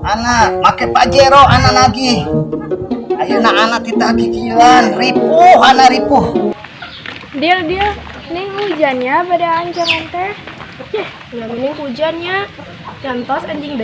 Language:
Sundanese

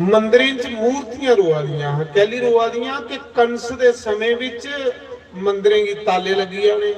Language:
Dogri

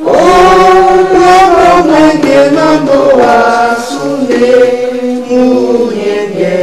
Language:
Duala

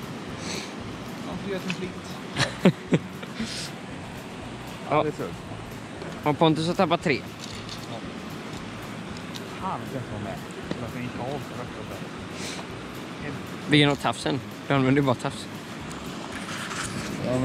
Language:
Swedish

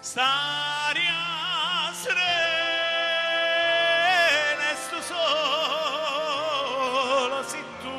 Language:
Neapolitan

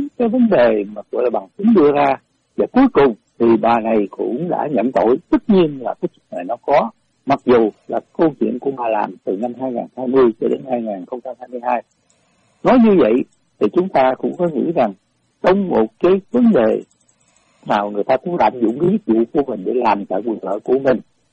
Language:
Vietnamese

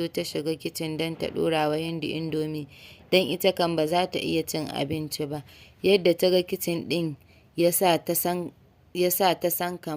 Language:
Hausa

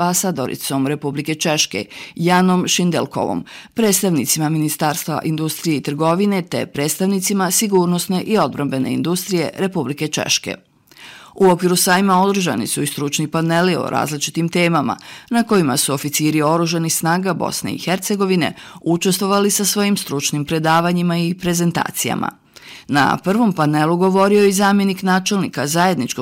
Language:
Bosnian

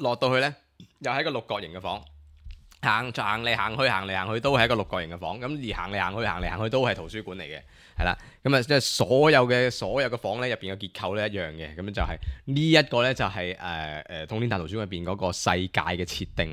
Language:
Cantonese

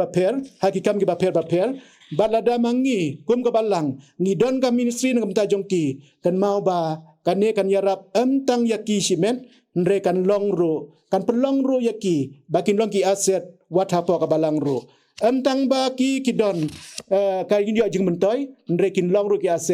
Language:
Khasi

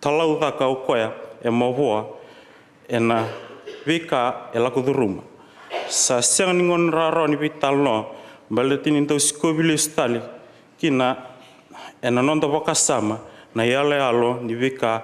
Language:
Fijian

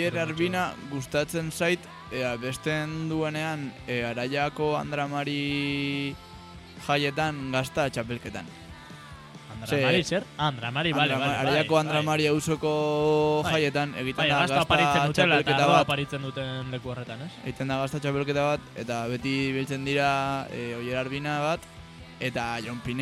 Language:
Basque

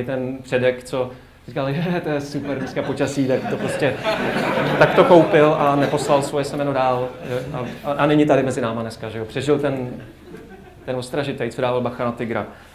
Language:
Czech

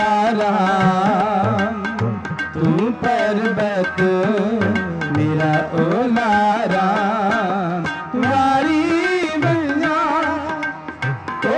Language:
Hindi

